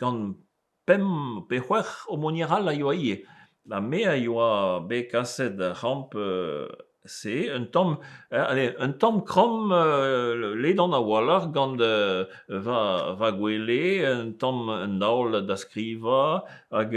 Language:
Breton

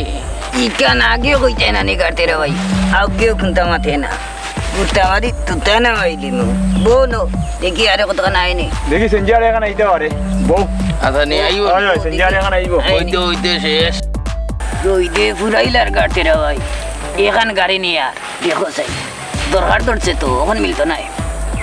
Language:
Sylheti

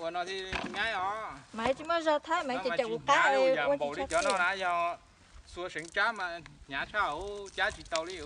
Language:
Hmong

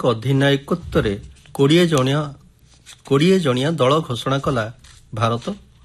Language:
Odia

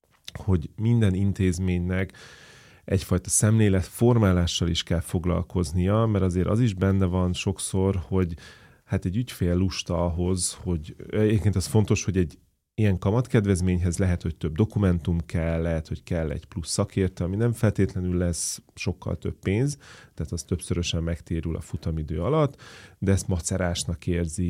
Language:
Hungarian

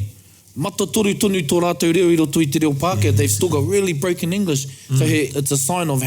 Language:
Māori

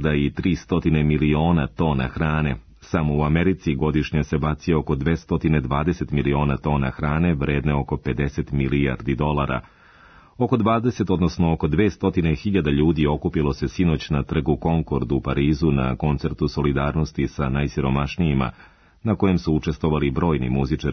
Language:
Serbian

